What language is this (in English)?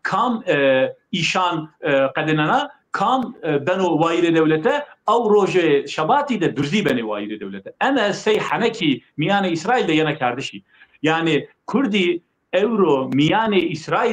Zaza